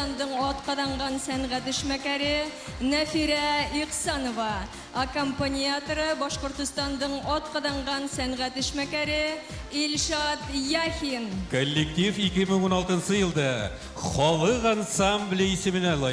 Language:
Bashkir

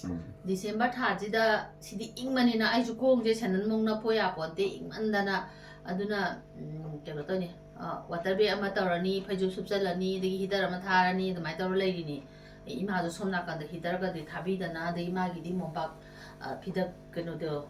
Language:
Manipuri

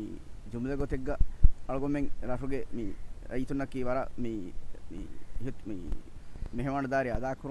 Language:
Divehi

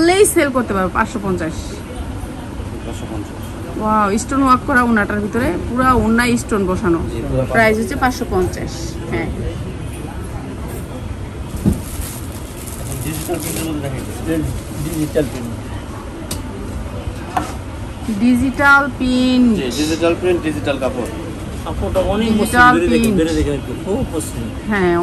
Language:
Bangla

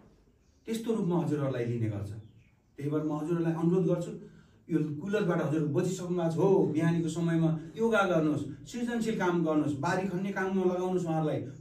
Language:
Nepali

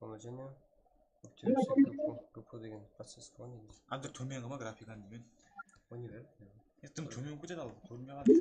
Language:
Kara-Kalpak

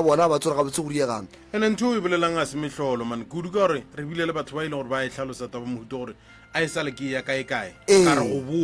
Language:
Northern Sotho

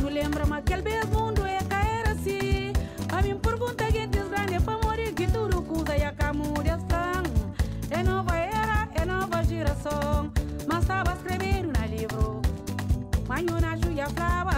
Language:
Kabuverdianu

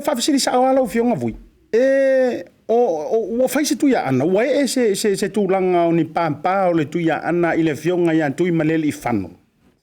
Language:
Samoan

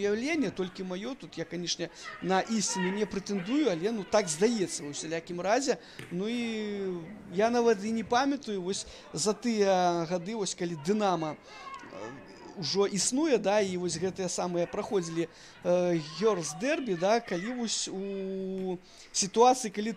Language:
Belarusian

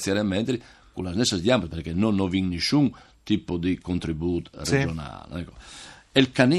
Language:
Friulian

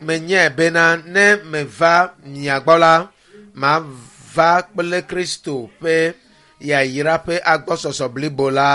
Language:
Ewe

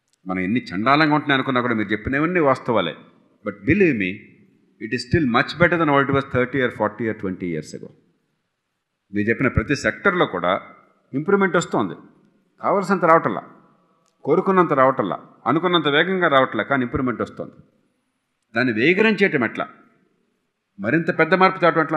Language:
Telugu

